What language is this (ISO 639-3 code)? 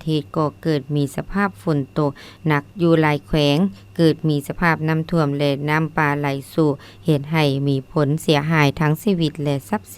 lao